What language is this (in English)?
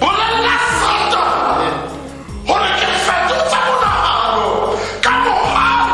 Tswana